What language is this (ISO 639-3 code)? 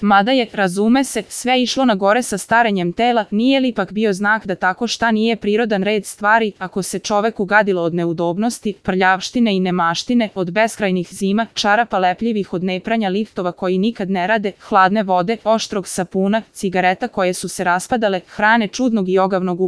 srp